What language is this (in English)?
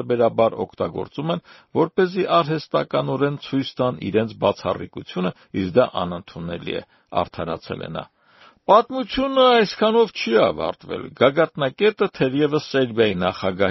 Armenian